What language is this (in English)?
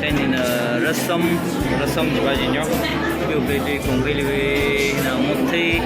Tangkhul Naga (India)